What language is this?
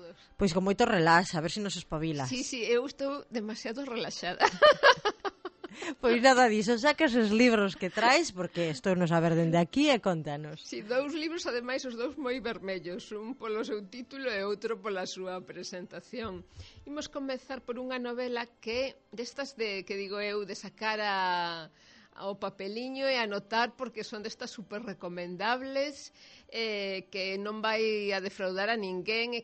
Galician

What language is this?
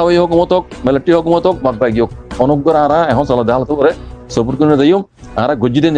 Rohingya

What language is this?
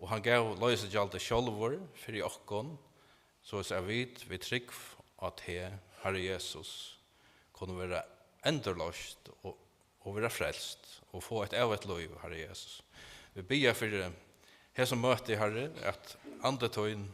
Faroese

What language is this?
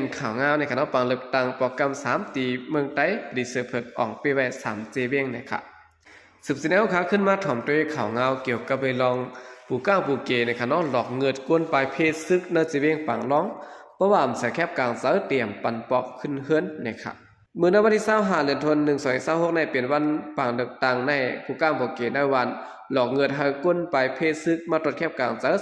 Shan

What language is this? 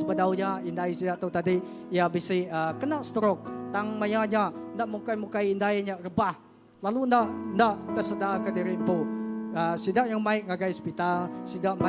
Iban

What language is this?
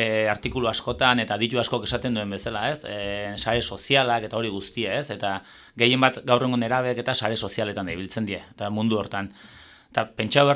Basque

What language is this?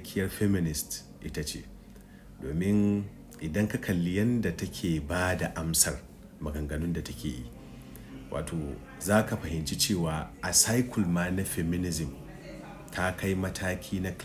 Hausa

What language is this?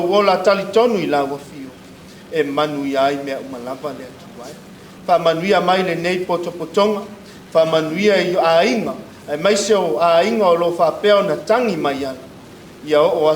Samoan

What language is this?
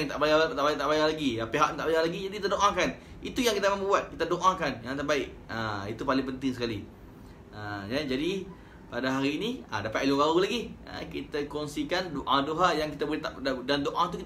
Malay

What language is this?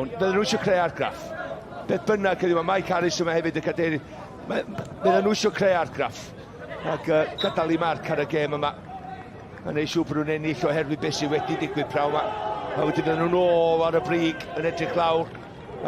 Welsh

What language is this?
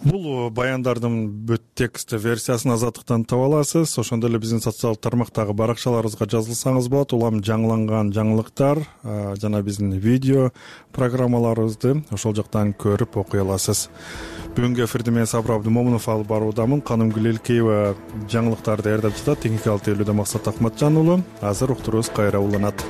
Kyrgyz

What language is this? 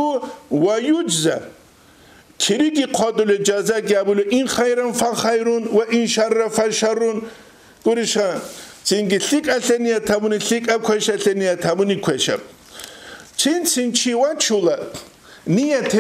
Avaric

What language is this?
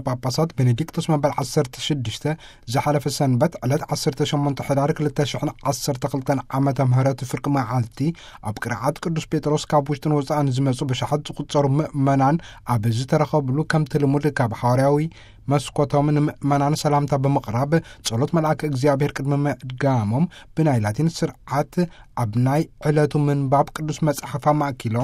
Tigrinya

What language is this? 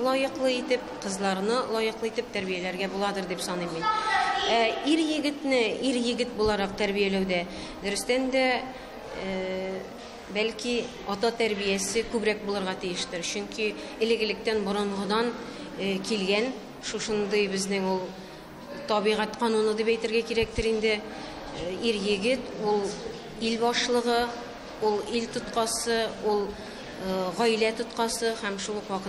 Tatar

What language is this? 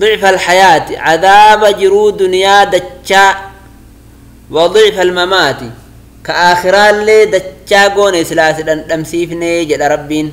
Oromo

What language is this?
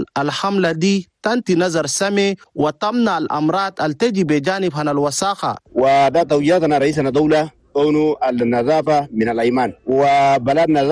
Chadian Arabic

